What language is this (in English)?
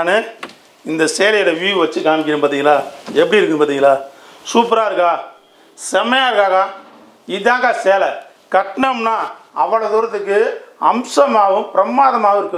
Tamil